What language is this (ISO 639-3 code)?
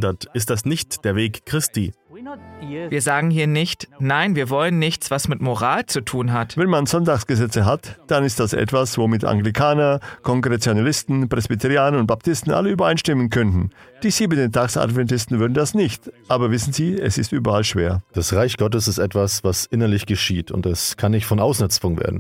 deu